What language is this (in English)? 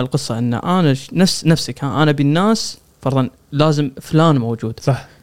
Gulf Arabic